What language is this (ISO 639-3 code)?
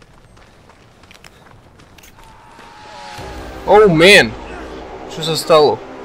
slk